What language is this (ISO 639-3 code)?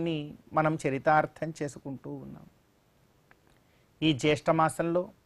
tel